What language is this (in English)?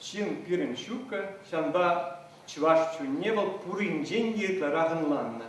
Chuvash